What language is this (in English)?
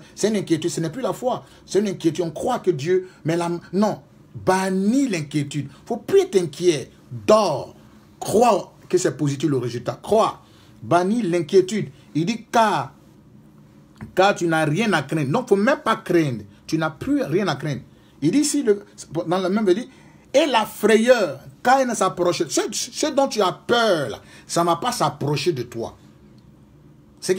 French